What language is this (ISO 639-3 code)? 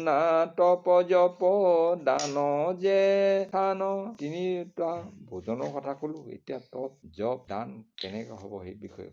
asm